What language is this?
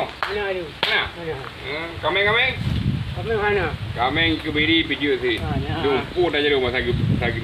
Achinese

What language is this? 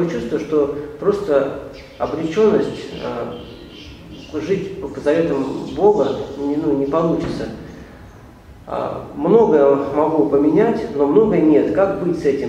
Russian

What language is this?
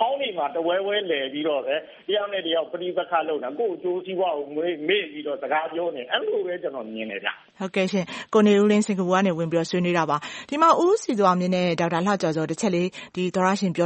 Burmese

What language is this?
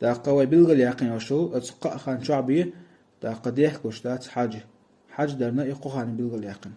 Chechen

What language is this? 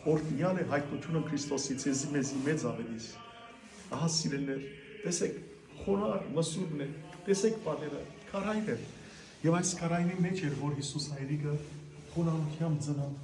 Western Armenian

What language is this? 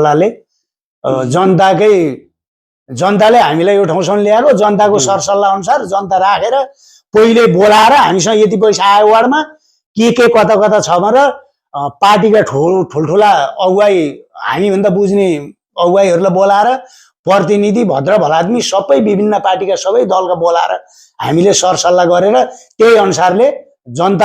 Nepali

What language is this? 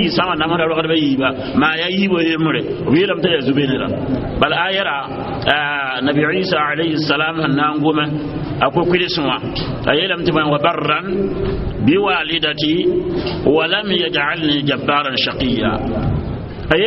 Mossi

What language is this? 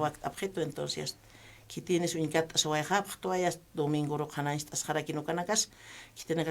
Aymara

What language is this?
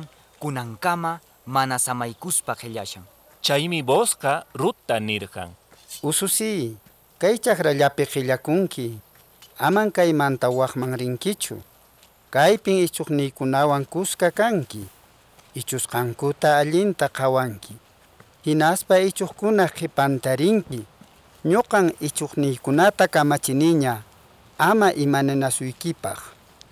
Quechua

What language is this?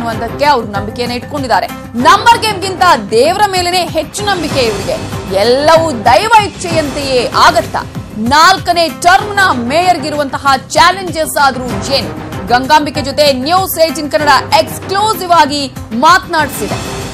Kannada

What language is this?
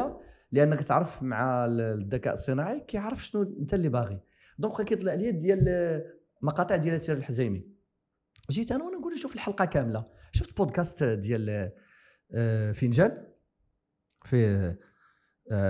Moroccan Arabic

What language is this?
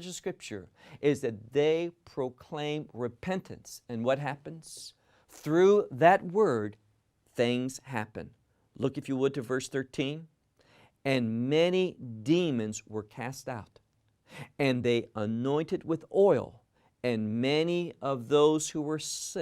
English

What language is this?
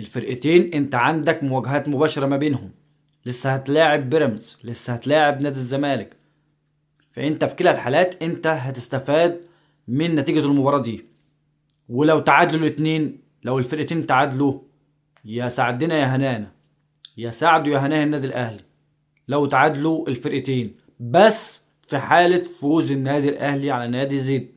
Egyptian Arabic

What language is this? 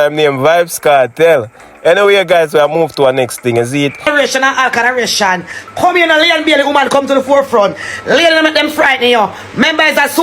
Jamaican Creole English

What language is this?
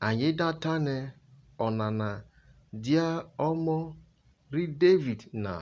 Urhobo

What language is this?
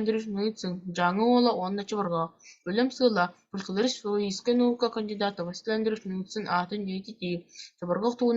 Yakut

